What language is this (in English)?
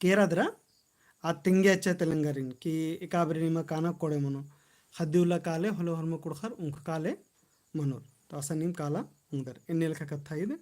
Kurukh